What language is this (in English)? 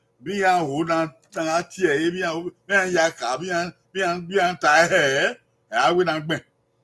Bini